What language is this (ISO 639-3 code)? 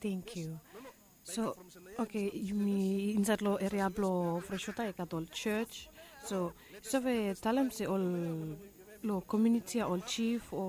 bis